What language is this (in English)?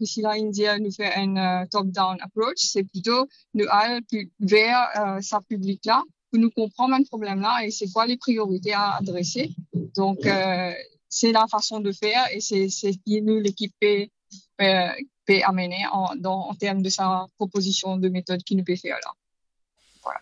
Morisyen